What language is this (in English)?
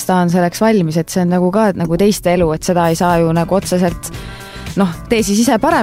Estonian